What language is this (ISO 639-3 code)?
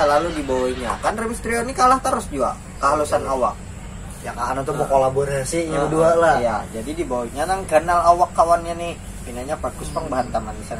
bjn